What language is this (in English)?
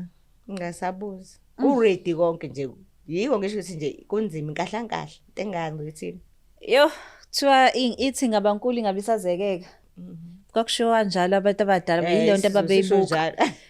Zulu